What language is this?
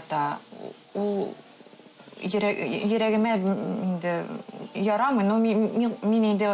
Tatar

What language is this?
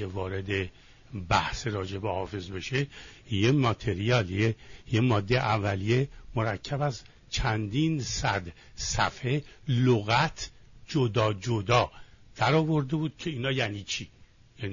Persian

